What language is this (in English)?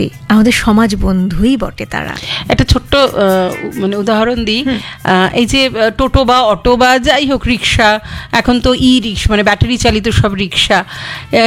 Bangla